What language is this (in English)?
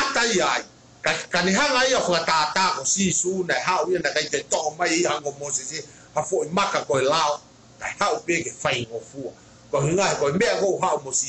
Tongan